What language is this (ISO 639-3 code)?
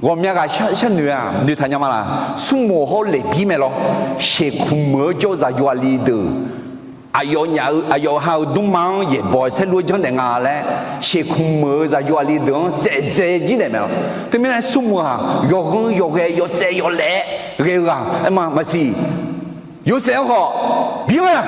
ahk